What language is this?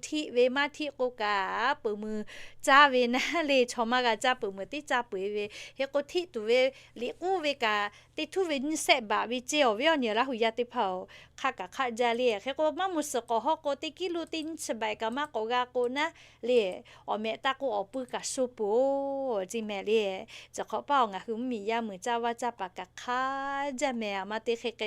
Lahu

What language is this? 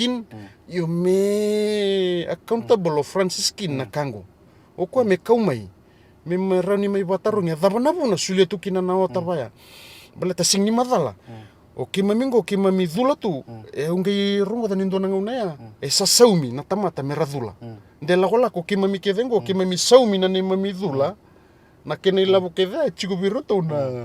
Fijian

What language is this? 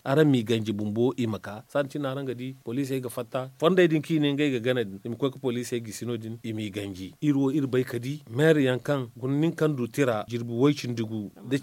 Zarma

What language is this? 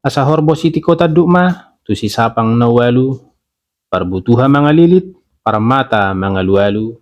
Batak Toba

